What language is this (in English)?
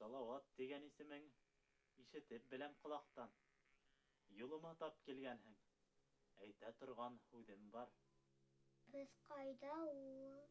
Bashkir